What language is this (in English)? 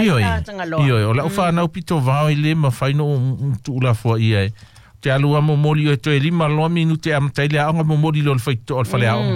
Samoan